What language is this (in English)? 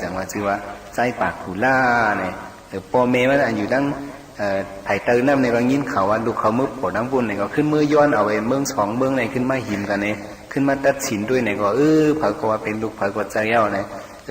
Shan